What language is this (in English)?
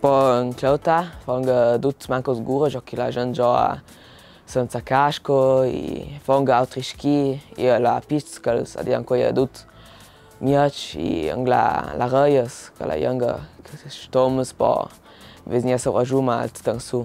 Ladin